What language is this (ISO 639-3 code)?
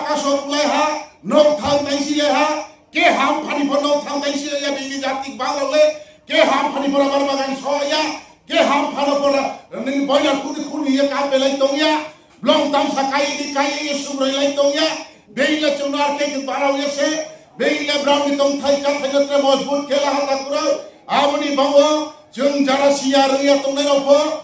ria